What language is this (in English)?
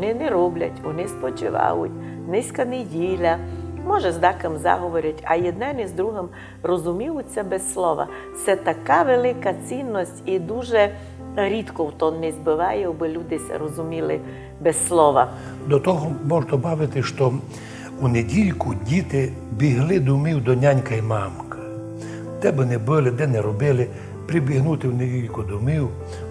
Rusyn